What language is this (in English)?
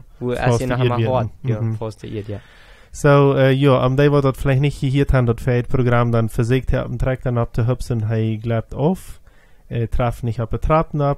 Plautdietsch